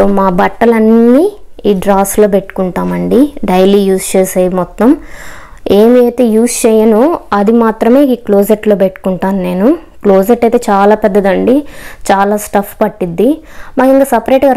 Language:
Telugu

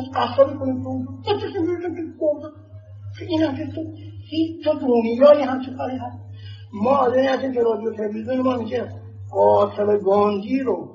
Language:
Persian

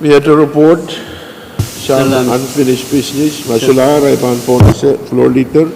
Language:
Pohnpeian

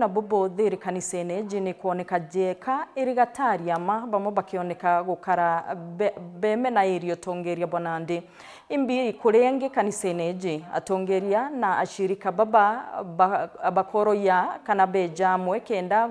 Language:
Meru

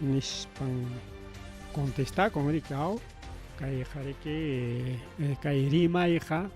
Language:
Ayacucho Quechua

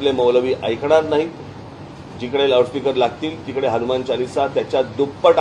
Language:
Marathi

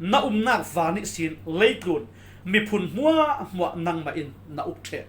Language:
Falam Chin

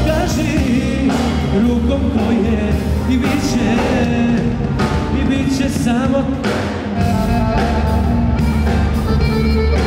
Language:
Serbian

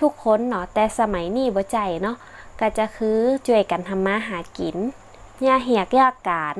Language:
Northern Thai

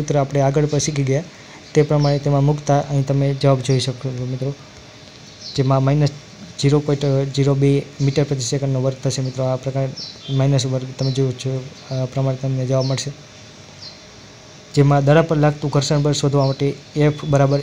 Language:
Gujarati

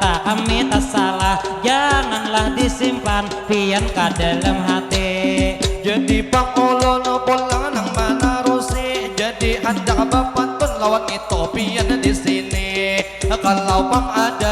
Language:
Banjar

